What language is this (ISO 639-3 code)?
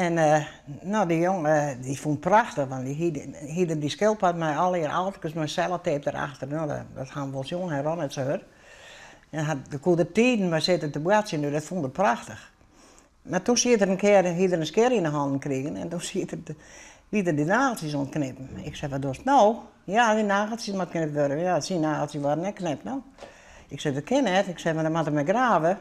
fry